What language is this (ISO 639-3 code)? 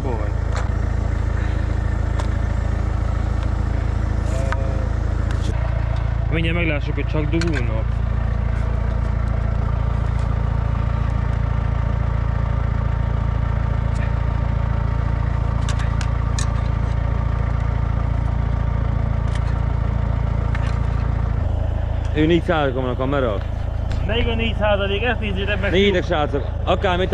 hun